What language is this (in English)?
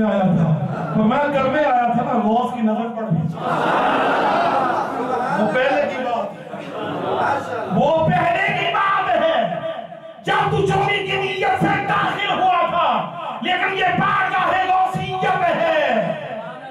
Urdu